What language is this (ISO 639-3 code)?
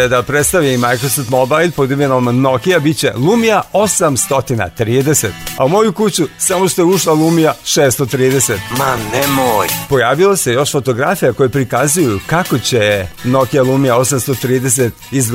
srp